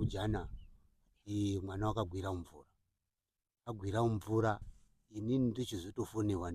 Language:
Shona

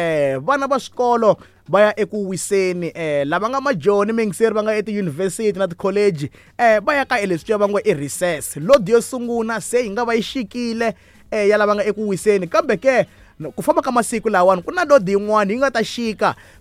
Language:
Tsonga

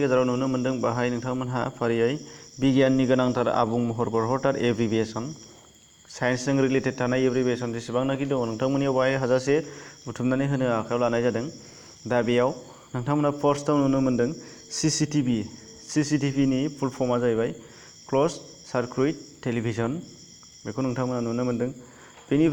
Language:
Bodo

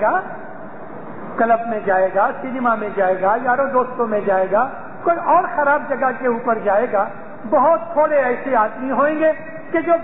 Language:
Urdu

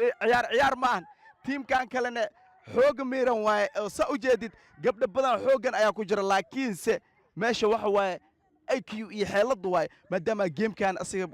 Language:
Somali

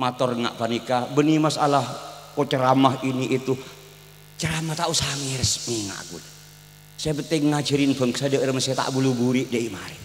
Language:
Madurese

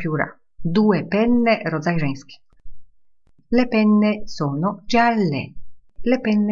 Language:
Polish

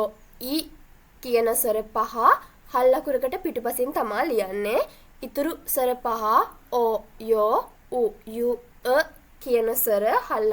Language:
Sinhala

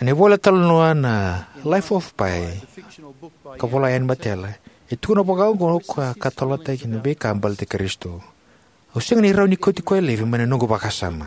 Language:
Fijian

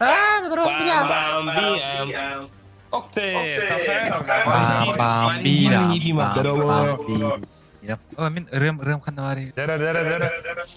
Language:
Yakut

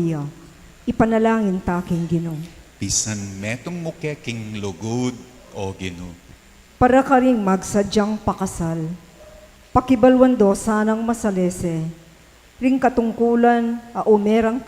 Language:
Pampanga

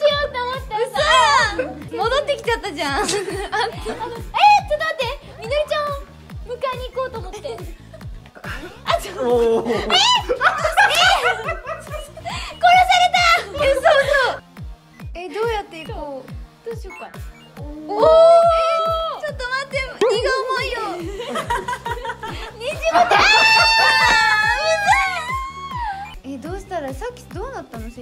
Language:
Japanese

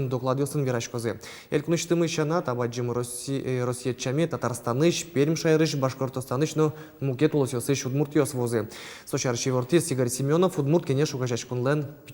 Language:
Udmurt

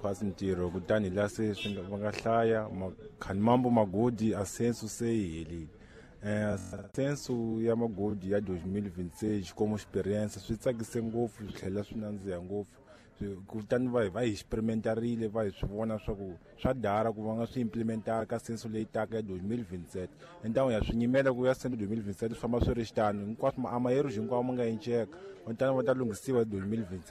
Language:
Tsonga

